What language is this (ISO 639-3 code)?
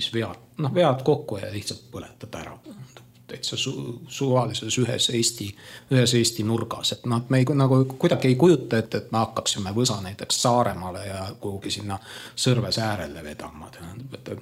est